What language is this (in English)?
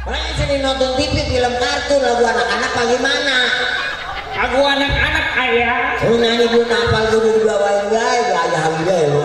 Betawi